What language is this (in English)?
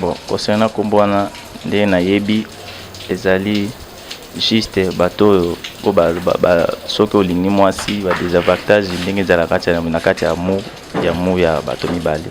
Lingala